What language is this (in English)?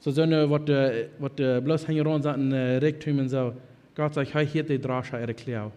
Plautdietsch